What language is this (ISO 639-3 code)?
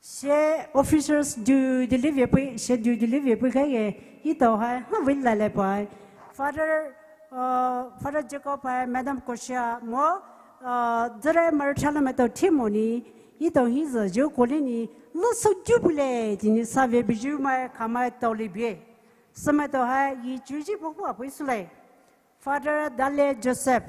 pmx